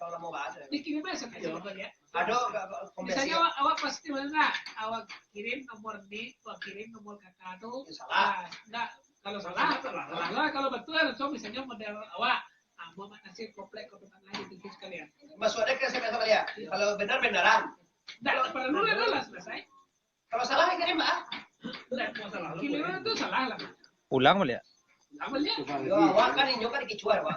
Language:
Minangkabau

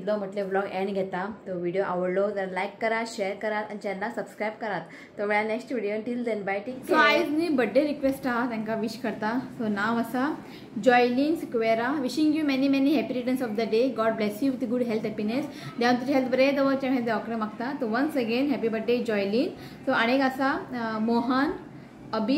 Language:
Konkani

